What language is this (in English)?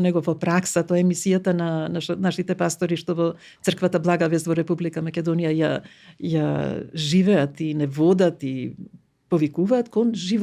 Macedonian